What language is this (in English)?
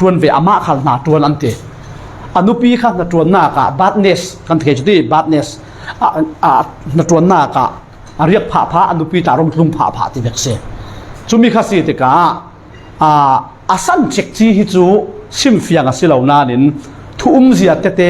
Falam Chin